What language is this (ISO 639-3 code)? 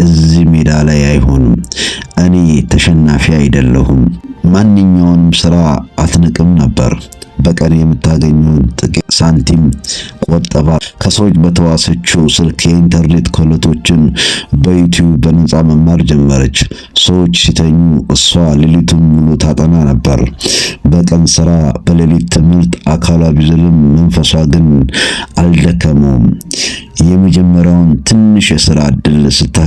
amh